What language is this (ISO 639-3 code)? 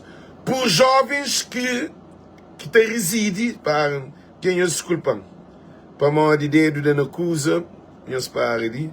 kea